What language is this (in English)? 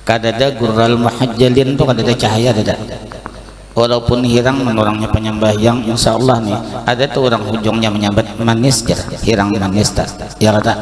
Banjar